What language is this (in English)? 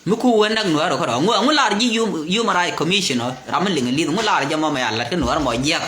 Nuer